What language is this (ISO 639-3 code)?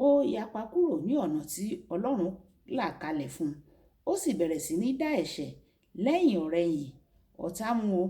yor